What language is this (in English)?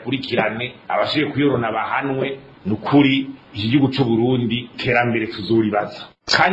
Rundi